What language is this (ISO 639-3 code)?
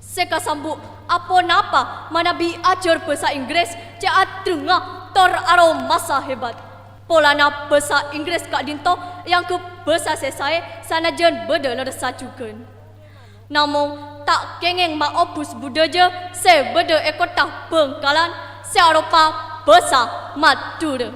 mad